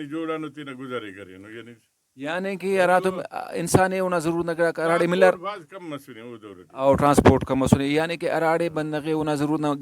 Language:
Brahui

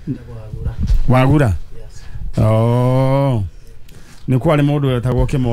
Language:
Kikuyu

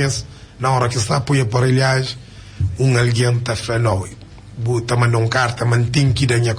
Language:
Kabuverdianu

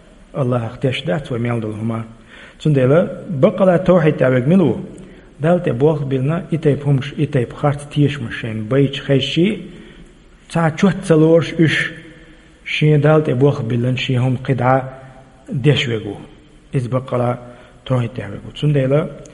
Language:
Chechen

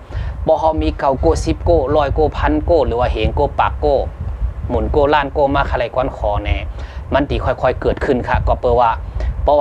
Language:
Shan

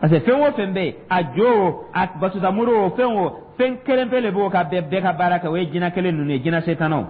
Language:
Dyula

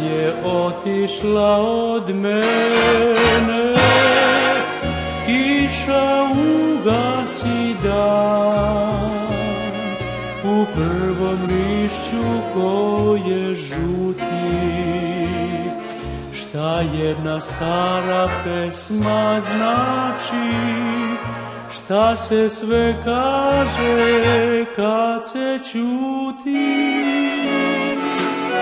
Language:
Serbian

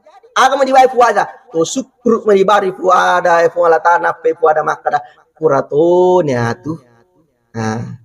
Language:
Buginese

